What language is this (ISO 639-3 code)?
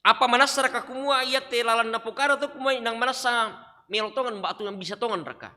sda